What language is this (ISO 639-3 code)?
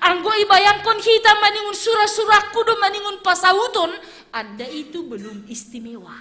bts